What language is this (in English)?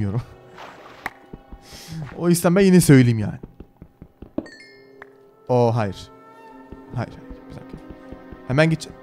Turkish